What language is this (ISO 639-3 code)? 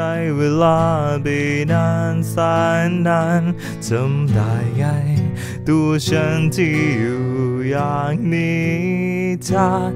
tha